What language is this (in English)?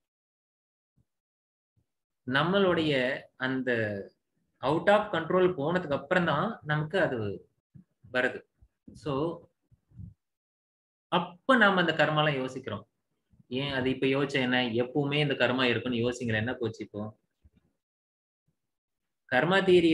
Tamil